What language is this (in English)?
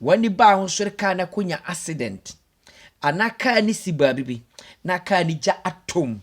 Akan